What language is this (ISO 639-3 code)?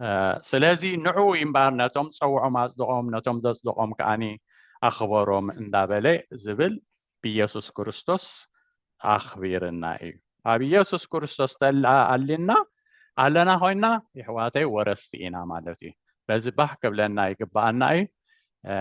tir